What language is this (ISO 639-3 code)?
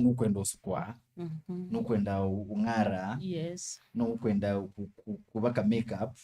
kam